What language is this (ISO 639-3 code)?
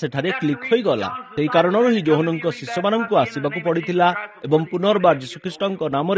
ori